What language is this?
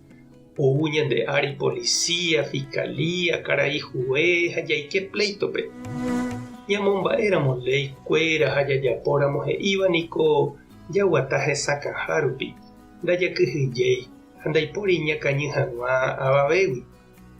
Guarani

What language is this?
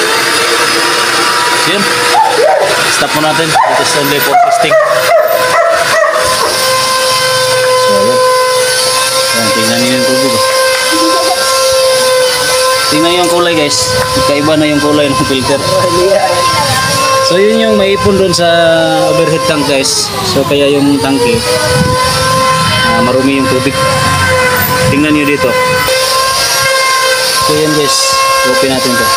Filipino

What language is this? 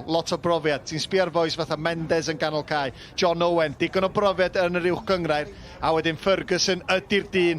Welsh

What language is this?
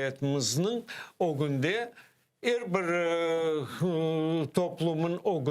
Crimean Tatar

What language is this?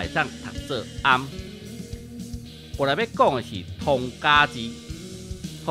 Min Nan Chinese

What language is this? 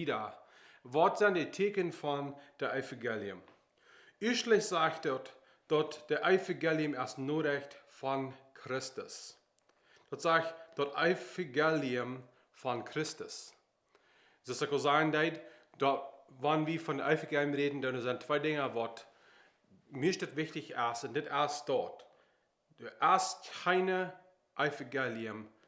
Plautdietsch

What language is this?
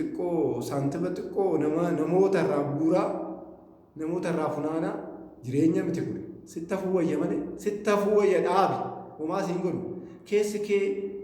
Oromo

